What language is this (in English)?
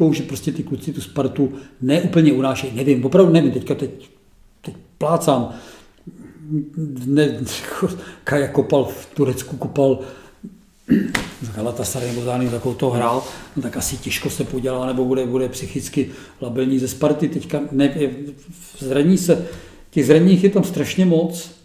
Czech